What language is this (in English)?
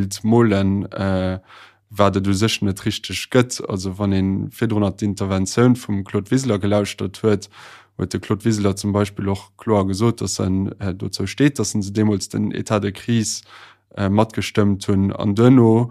Luxembourgish